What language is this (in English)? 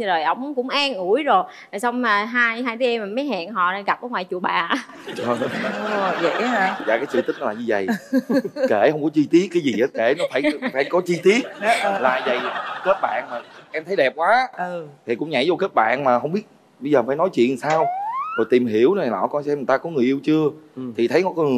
Vietnamese